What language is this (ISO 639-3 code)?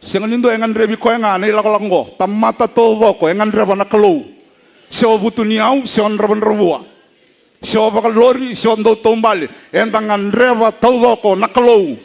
fij